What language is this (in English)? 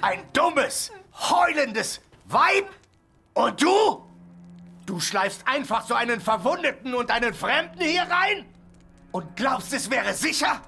Bavarian